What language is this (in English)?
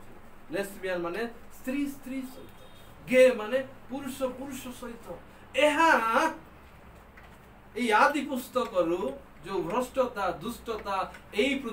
Odia